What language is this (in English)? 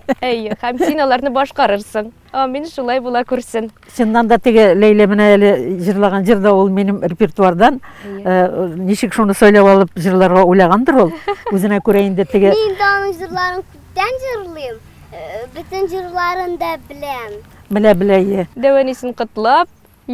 Tatar